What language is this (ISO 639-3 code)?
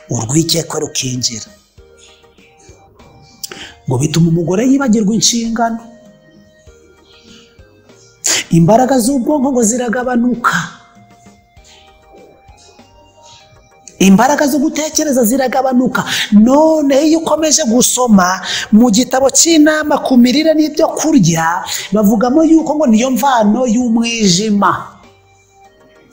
kin